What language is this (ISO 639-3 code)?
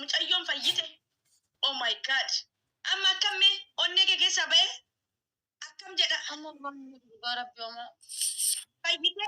orm